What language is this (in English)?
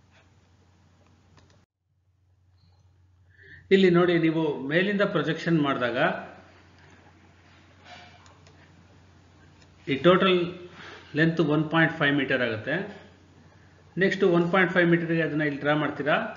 Kannada